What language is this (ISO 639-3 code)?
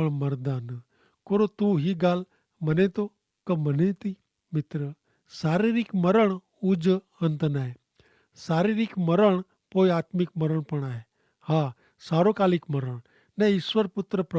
kfr